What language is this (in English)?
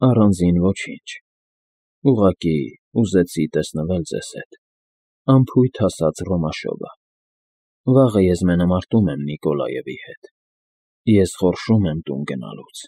Armenian